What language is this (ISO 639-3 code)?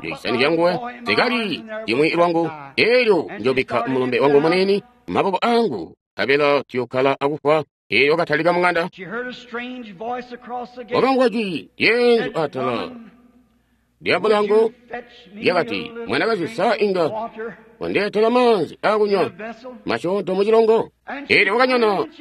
toi